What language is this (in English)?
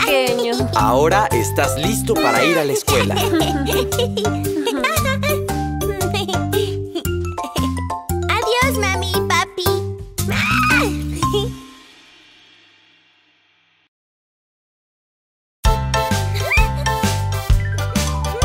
Spanish